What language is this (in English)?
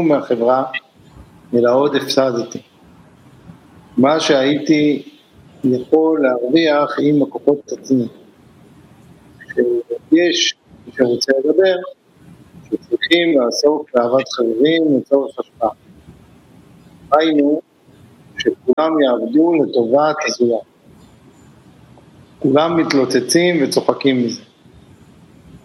Hebrew